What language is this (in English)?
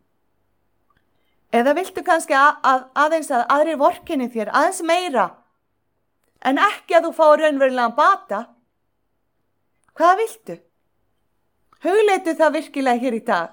Icelandic